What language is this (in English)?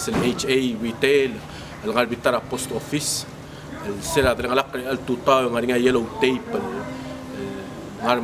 Palauan